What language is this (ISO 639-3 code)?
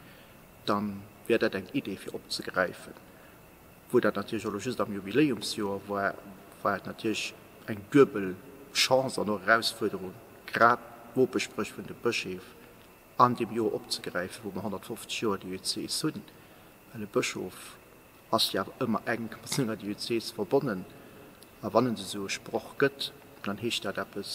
ltz